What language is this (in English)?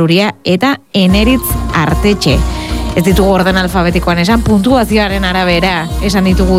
Basque